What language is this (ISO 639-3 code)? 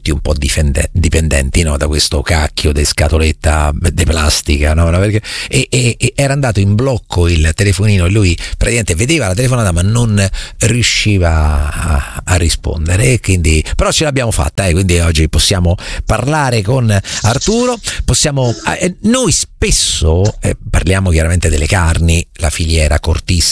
ita